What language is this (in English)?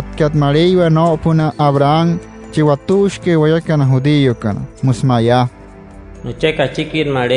Wayuu